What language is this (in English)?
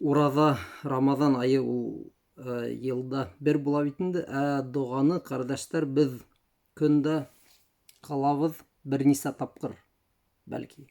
Bashkir